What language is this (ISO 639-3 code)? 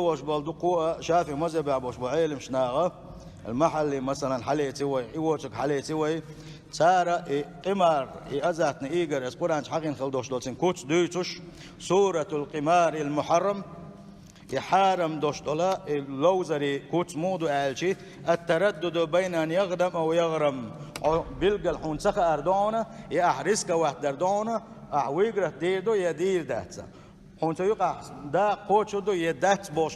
che